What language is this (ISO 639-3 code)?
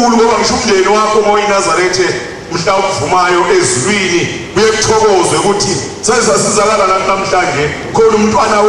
zul